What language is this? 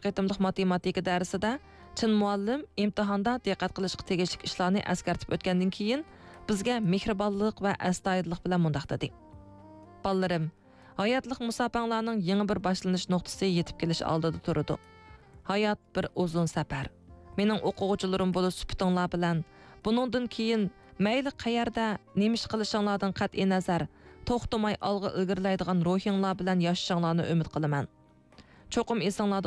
Uyghur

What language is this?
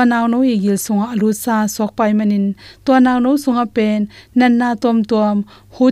Tedim Chin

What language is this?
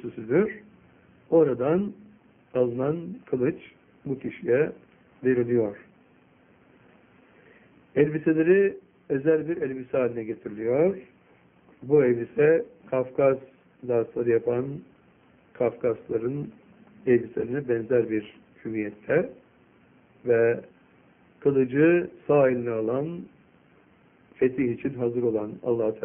Turkish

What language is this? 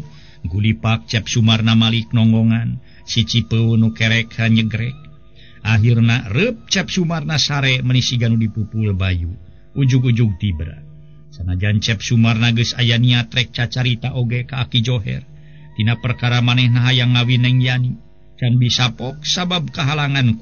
Sundanese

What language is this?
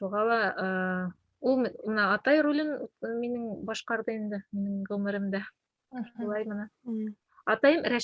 Bashkir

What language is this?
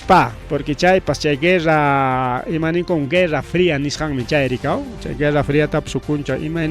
Ayacucho Quechua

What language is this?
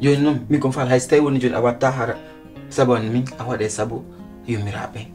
Pular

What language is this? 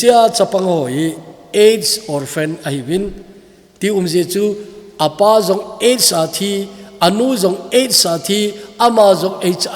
Thado Chin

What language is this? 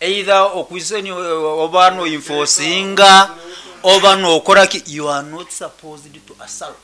Nyankole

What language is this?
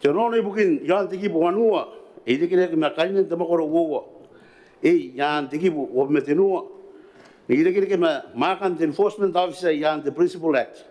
Gilbertese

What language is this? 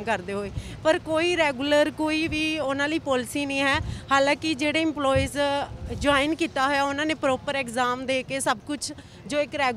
Punjabi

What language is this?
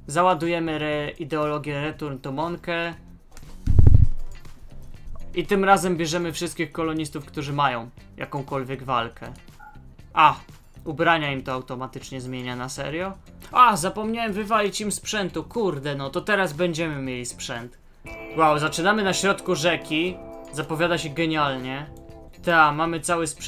Polish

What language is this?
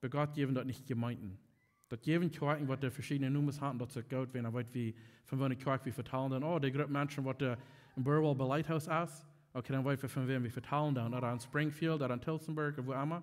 Plautdietsch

